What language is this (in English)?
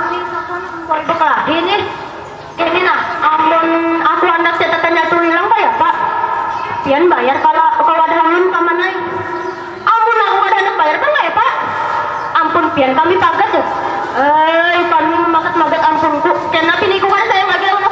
Banjar